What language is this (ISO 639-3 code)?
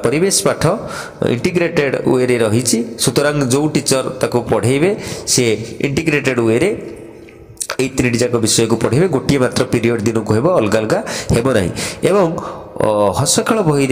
ori